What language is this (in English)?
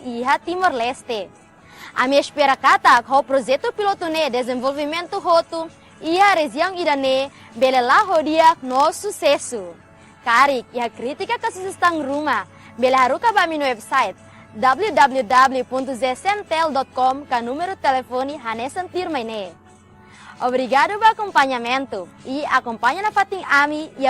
Tetum